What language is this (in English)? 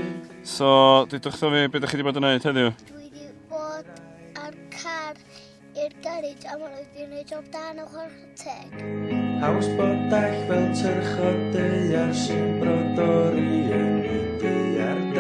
Welsh